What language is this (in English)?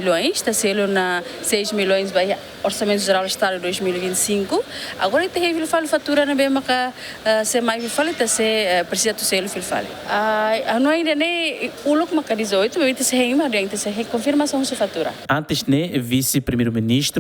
Tetum